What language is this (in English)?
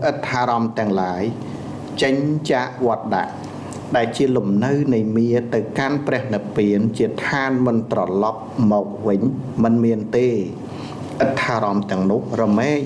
Khmer